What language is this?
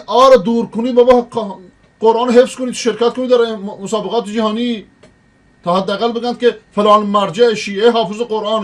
Persian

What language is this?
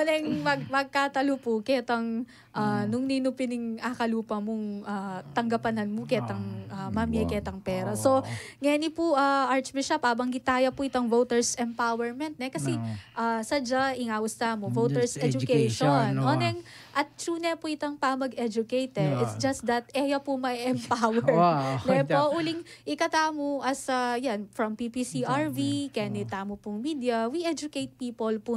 Pampanga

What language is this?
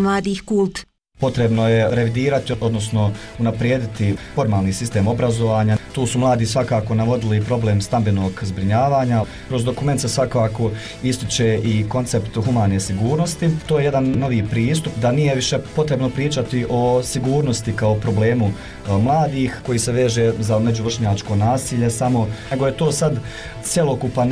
Bosnian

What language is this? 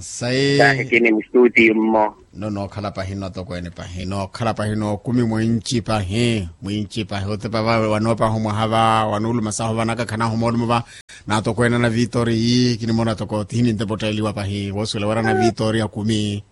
Makhuwa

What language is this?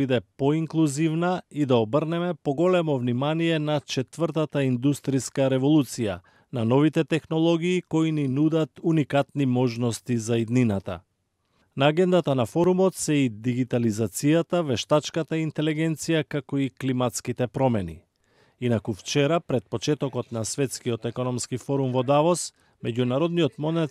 Macedonian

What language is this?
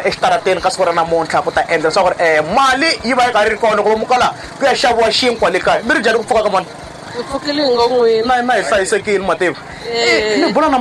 Tsonga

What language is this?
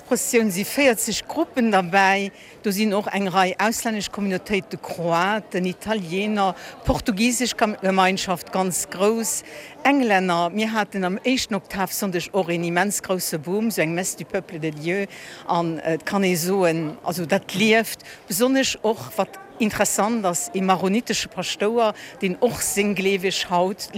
Luxembourgish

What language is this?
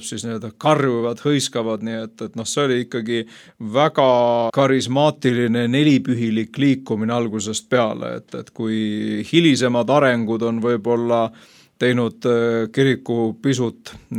Estonian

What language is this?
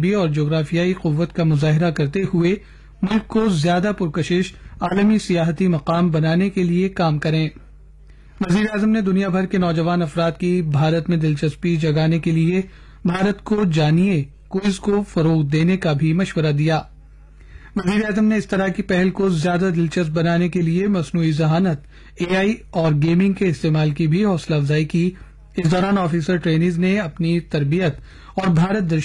Urdu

